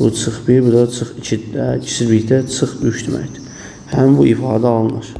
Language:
Azerbaijani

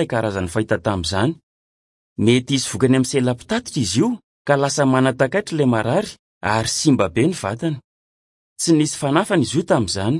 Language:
Malagasy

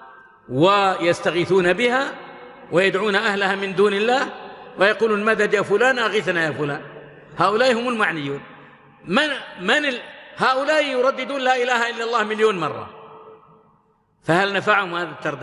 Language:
Arabic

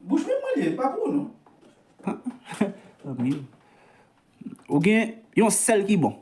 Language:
Haitian Creole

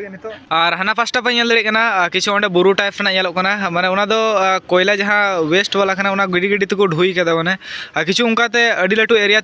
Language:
Santali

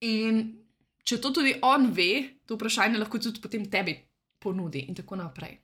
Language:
Slovenian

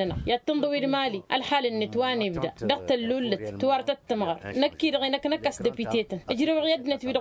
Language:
Tamasheq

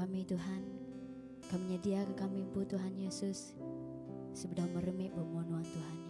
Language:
Iban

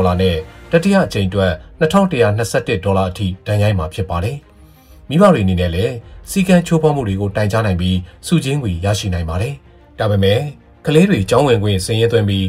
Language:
Burmese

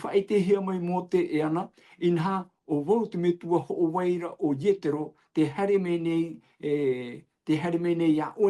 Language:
Tahitian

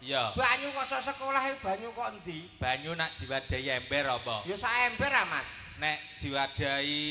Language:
Javanese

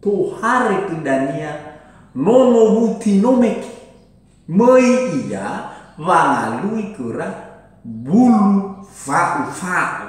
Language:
Nias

